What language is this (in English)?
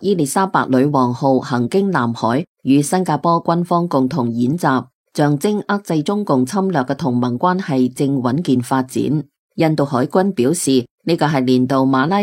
Cantonese